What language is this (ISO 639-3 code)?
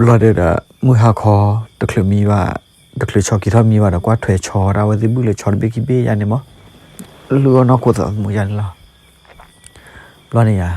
ksw